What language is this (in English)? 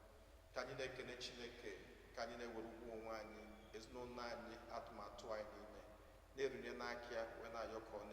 Igbo